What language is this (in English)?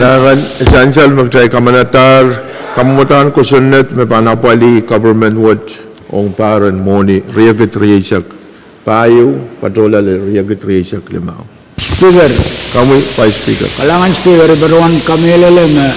Pohnpeian